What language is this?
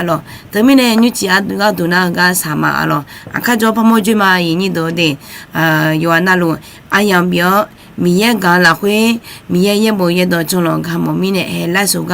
Akha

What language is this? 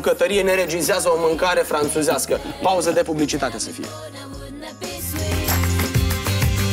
Romanian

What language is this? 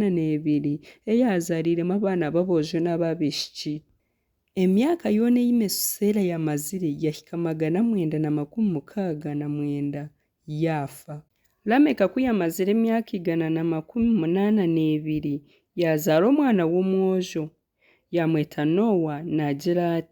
Nyankole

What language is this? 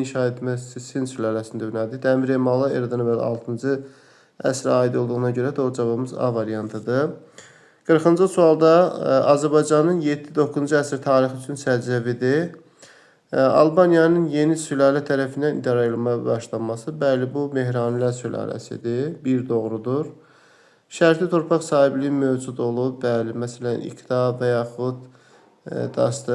Azerbaijani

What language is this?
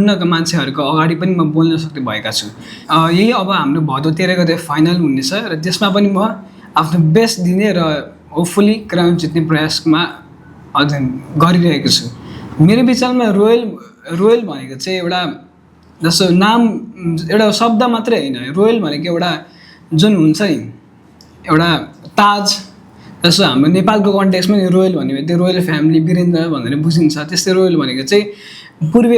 Nepali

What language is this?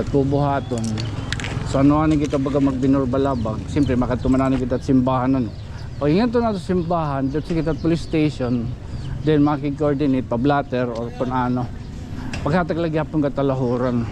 Waray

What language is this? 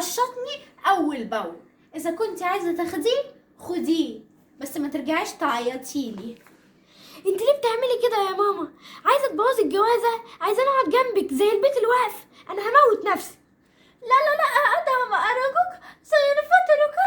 Egyptian Arabic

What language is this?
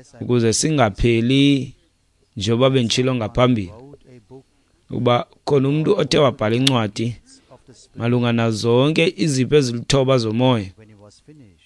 Xhosa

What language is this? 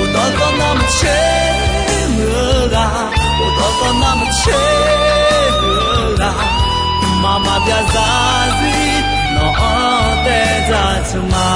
Akha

